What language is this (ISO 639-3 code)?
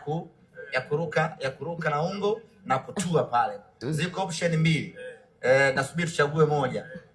swa